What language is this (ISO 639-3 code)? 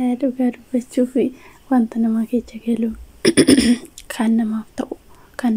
orm